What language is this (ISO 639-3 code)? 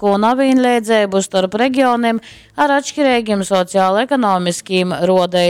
ltg